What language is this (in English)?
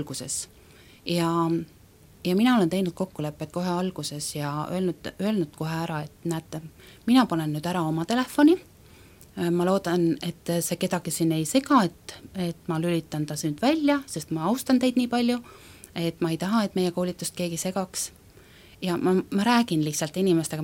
Estonian